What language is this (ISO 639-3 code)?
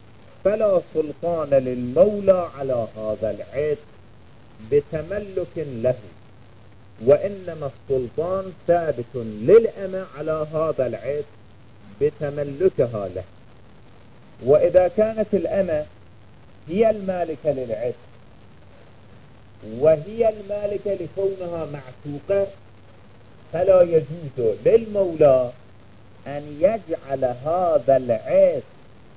ara